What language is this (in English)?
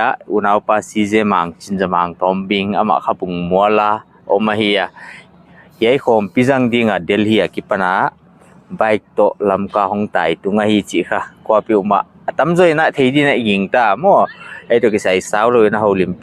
Paite Chin